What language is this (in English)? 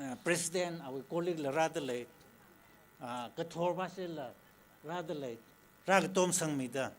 Tangkhul Naga (India)